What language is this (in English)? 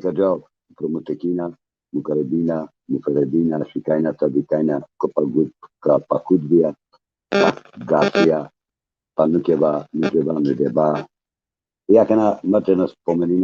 Balkan Romani